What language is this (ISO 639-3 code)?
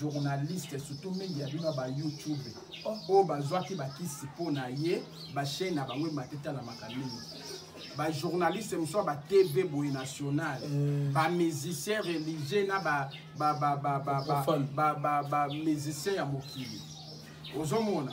lin